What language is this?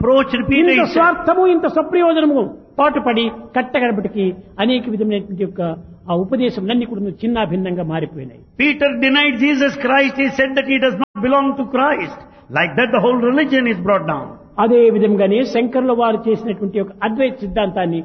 Telugu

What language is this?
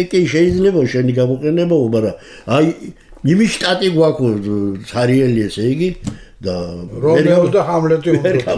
Georgian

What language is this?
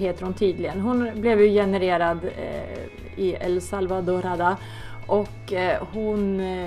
Swedish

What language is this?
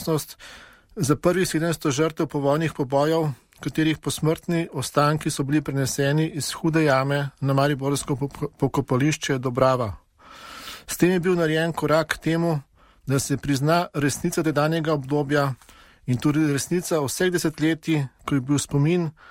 Slovenian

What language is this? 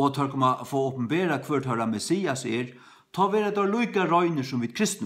Faroese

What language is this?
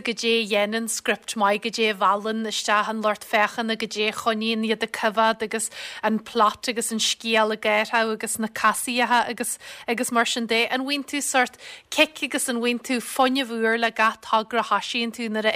Irish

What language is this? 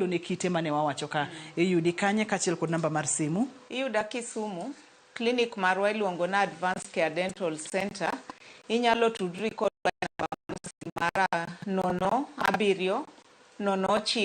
Luo (Kenya and Tanzania)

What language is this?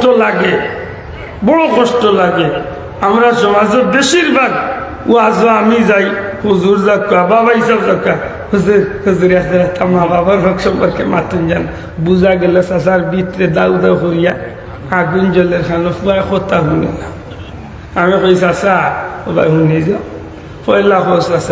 Sylheti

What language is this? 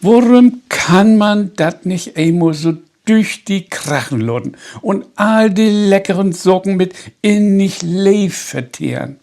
Low German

